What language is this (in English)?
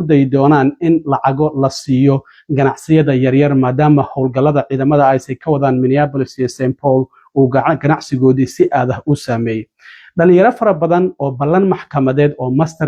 Somali